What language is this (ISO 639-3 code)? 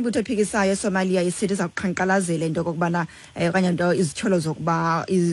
xho